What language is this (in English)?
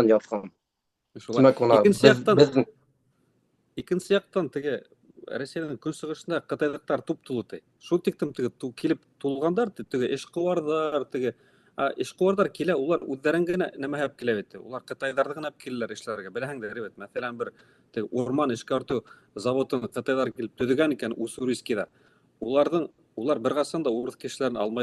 Bashkir